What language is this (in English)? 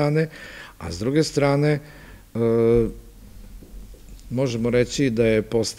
Serbian